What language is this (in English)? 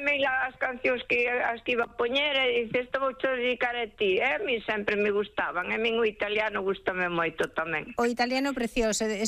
Galician